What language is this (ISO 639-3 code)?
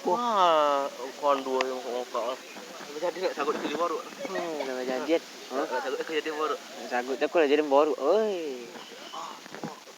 min